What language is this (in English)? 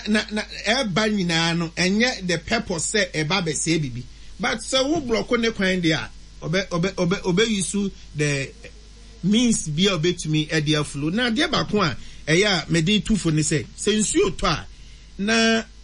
Akan